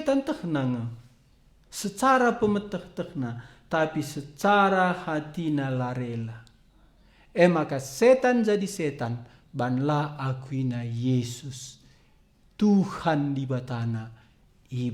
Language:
Batak Karo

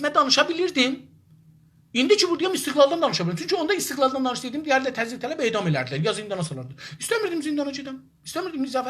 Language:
South Azerbaijani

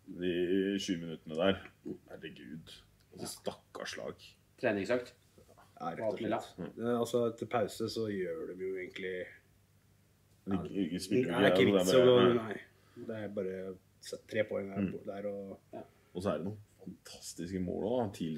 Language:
Norwegian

